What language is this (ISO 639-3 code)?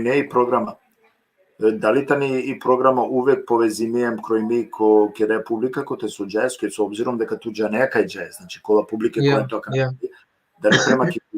rmn